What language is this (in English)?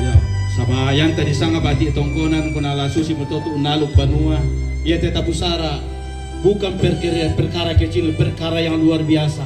Toraja-Sa'dan